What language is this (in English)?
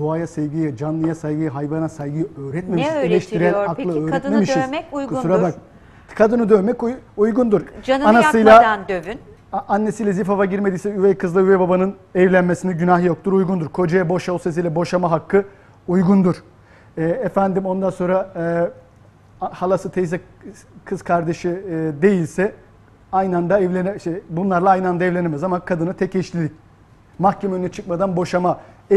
Turkish